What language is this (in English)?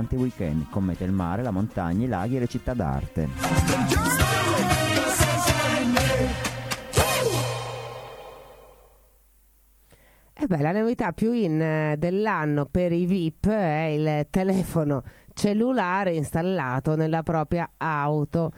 Italian